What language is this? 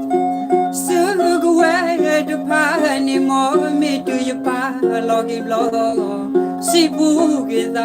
S'gaw Karen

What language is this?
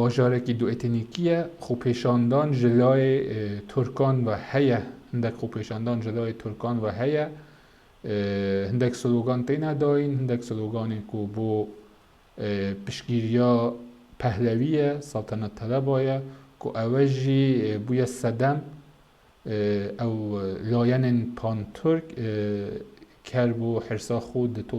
Kurdish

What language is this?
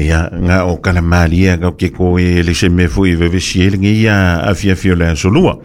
Samoan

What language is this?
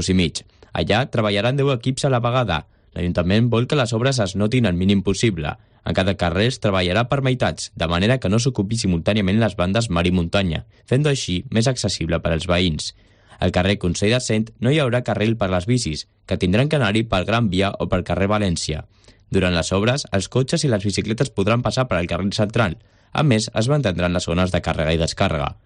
Catalan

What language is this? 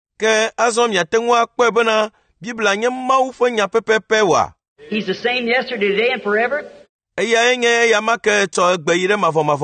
Ewe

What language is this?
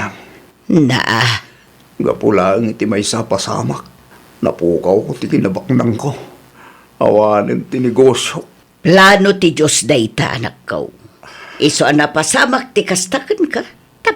Iloko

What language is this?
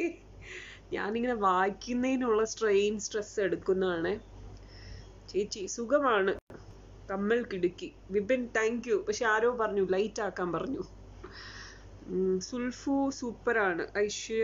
Malayalam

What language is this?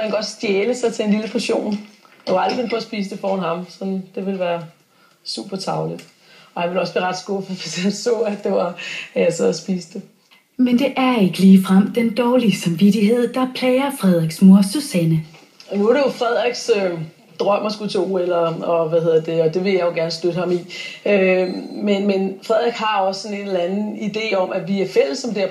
Danish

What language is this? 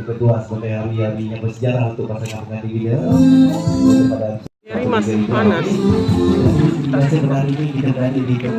Malay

